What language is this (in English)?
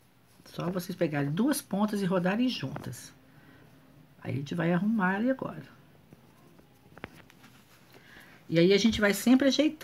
Portuguese